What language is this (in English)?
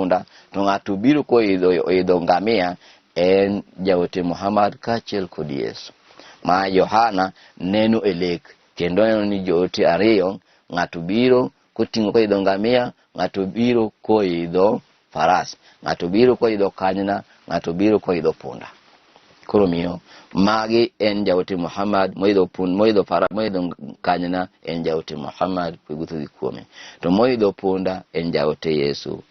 Luo (Kenya and Tanzania)